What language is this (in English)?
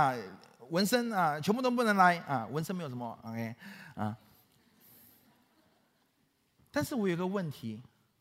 Chinese